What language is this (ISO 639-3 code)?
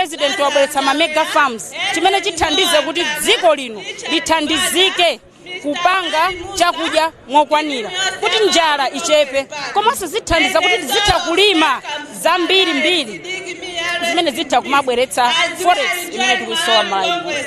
nya